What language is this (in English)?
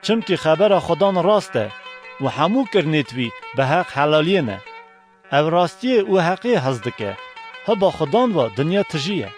Kurdish